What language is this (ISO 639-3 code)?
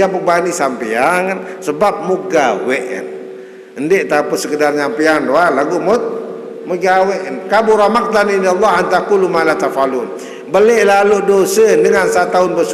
sas